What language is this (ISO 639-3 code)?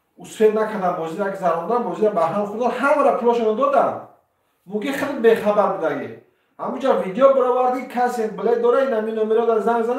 tgk